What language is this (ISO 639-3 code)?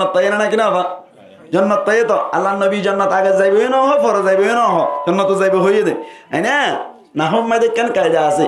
rhg